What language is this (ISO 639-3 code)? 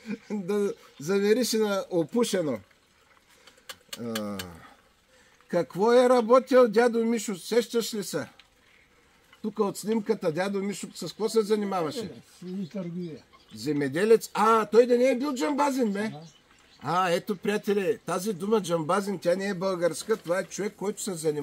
bul